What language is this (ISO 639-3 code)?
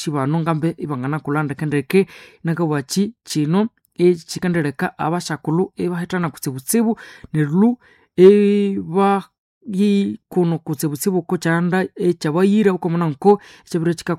nnb